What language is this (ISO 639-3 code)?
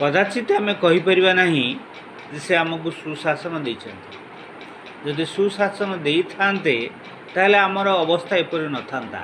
ori